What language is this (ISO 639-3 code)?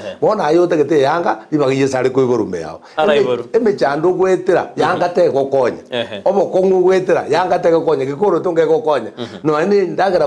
guz